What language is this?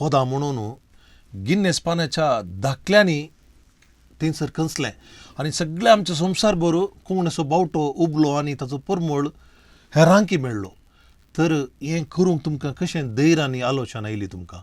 Konkani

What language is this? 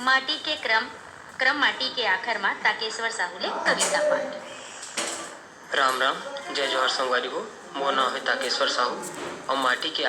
Chhattisgarhi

